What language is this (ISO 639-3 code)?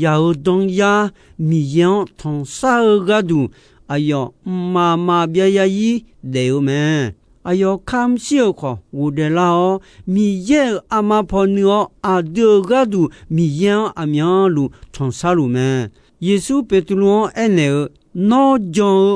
ahk